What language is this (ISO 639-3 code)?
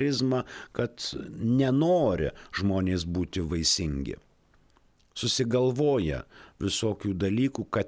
lit